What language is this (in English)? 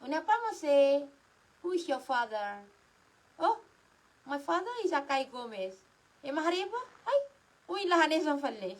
Tetum